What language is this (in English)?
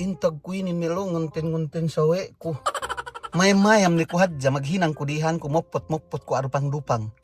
Yakan